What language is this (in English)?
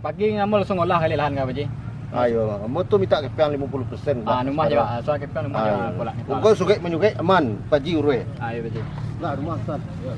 Minangkabau